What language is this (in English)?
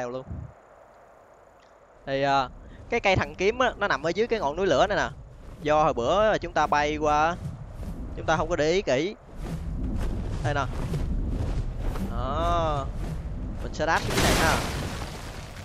Vietnamese